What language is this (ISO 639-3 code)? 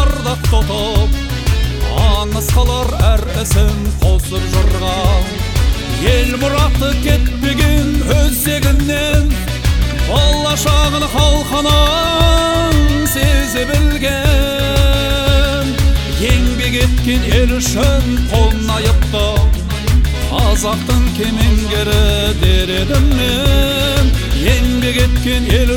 kaz